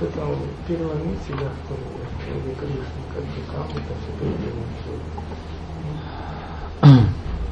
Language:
Russian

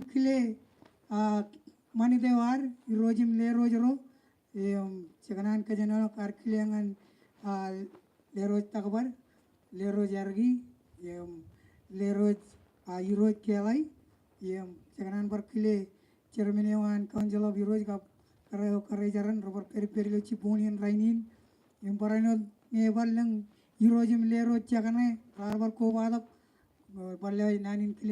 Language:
Marshallese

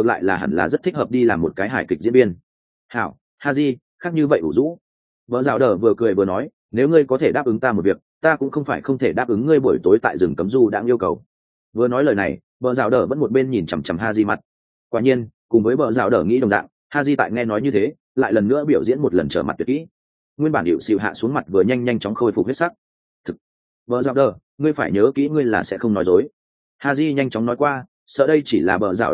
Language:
Vietnamese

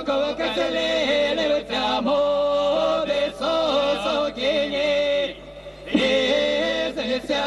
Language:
Erzya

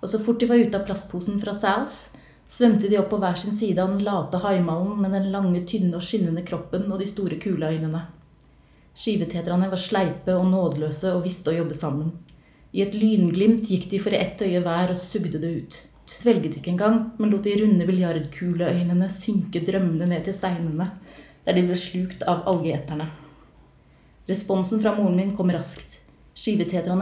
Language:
Norwegian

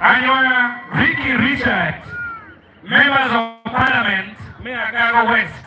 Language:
Acoli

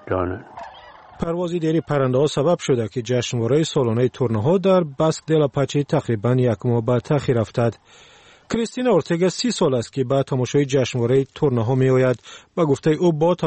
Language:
Persian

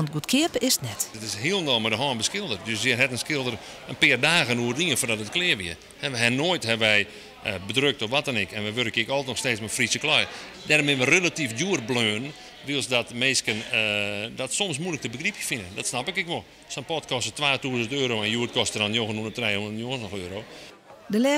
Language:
Western Frisian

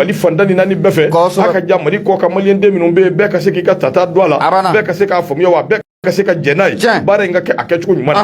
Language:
Bambara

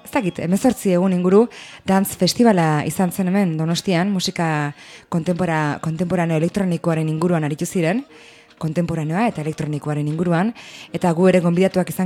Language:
Basque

